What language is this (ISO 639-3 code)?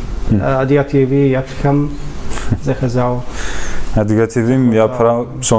kbd